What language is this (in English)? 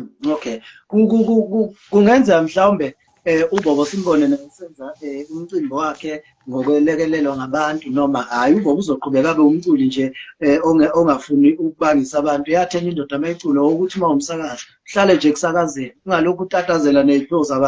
Zulu